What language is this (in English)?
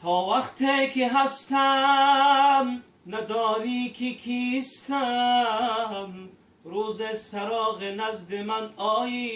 Tajik